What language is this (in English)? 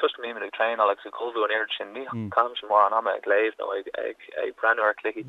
Irish